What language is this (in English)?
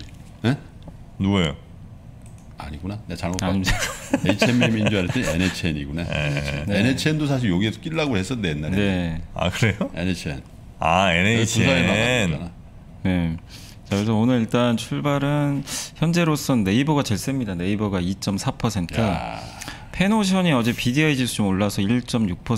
Korean